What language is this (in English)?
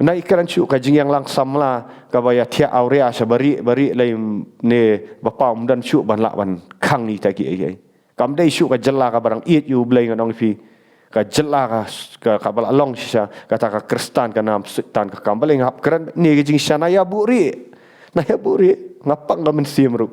Khasi